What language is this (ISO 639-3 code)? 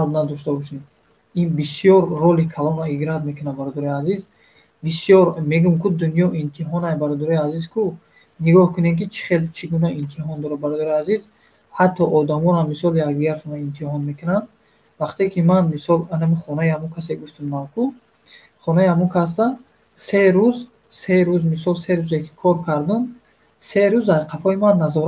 tgk